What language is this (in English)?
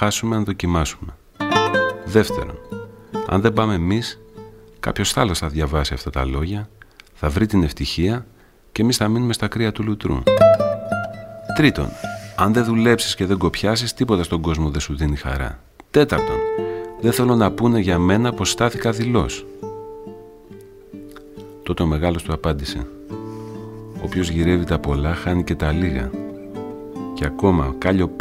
Greek